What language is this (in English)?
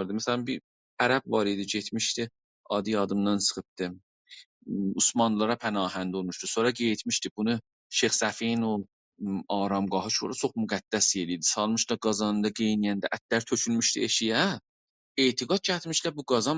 South Azerbaijani